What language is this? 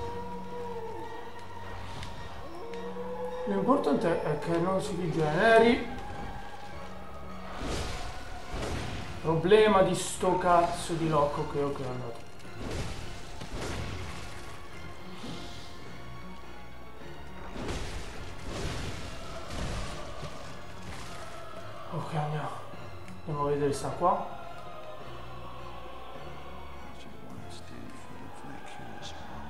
Italian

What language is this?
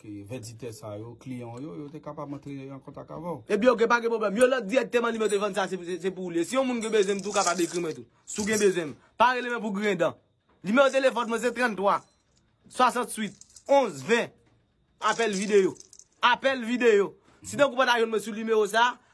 Haitian Creole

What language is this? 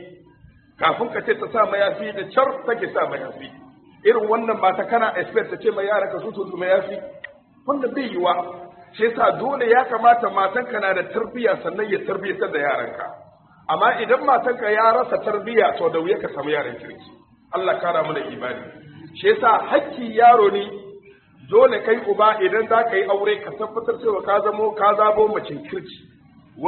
Hausa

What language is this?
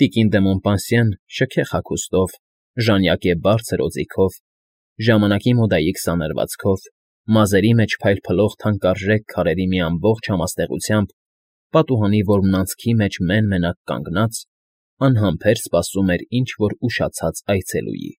Armenian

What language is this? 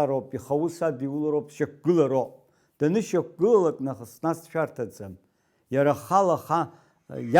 Abkhazian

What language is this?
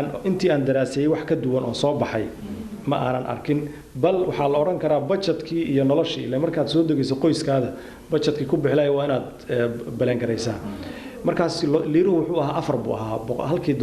Somali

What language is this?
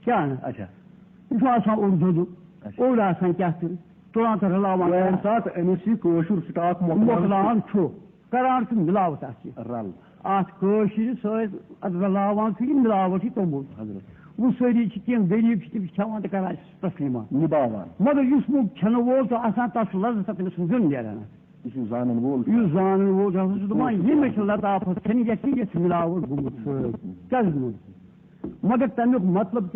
Kashmiri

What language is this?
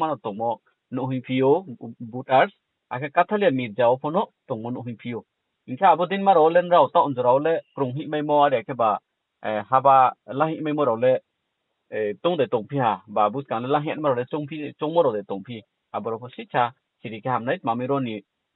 Riang (India)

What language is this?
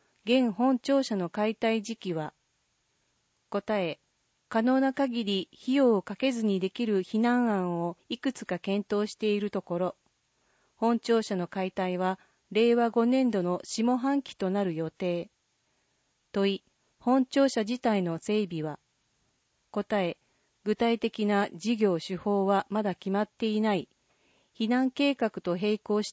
Japanese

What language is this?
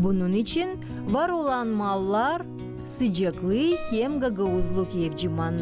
Gagauz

